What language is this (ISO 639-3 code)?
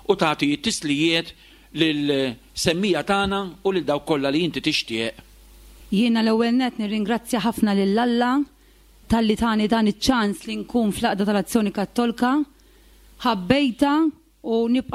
mlt